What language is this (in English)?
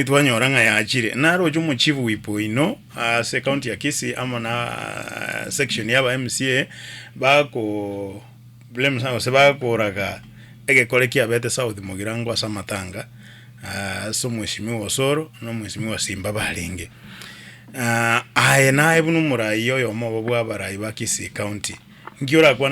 Gusii